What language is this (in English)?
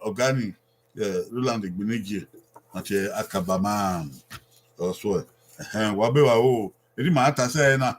Bini